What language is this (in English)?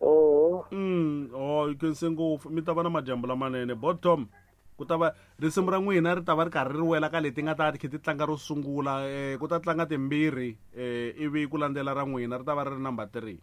Tsonga